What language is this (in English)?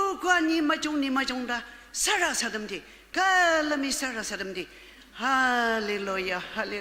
Ao Naga